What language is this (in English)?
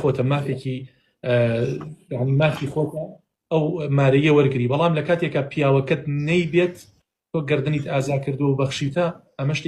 Central Kurdish